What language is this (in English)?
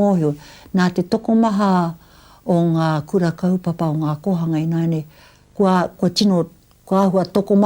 Māori